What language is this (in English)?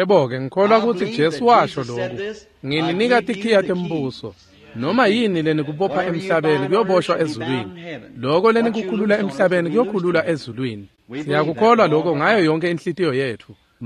Swati